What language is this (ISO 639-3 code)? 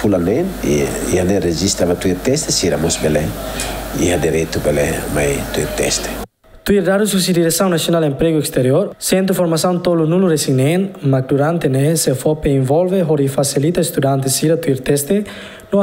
tet